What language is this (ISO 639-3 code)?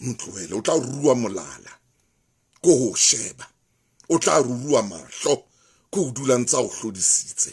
sot